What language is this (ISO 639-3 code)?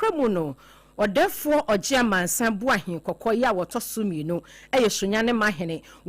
aka